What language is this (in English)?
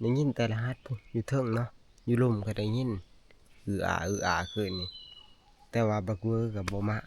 Northeastern Thai